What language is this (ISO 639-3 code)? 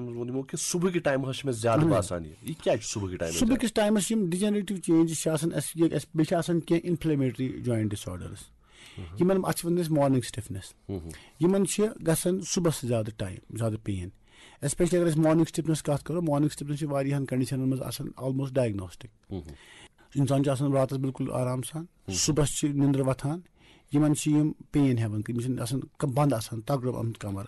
kas